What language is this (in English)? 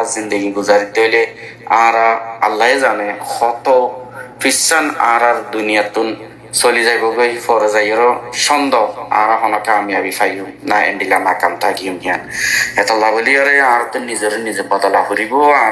Rohingya